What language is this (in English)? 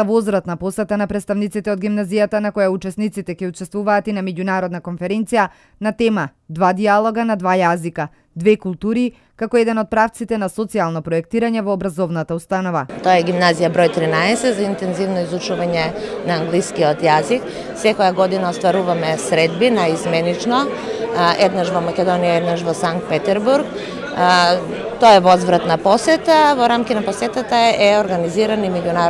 Macedonian